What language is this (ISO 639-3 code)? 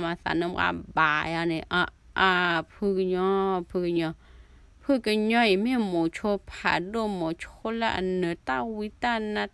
ksw